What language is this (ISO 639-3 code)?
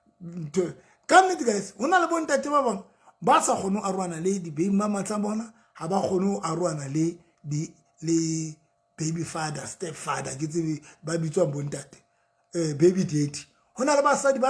sot